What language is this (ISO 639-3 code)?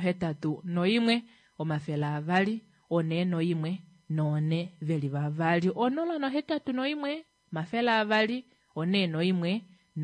kua